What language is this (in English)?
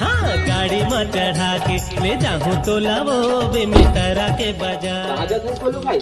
Chhattisgarhi